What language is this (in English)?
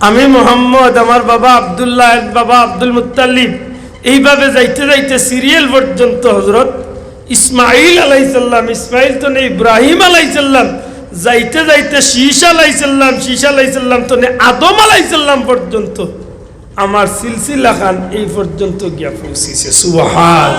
Sylheti